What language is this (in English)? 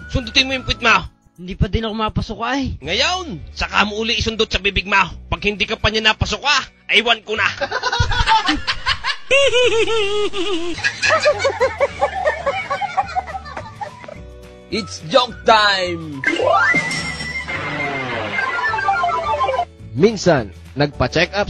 Filipino